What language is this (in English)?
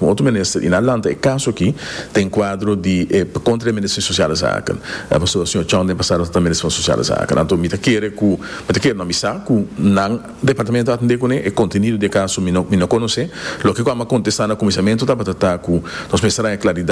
Papiamento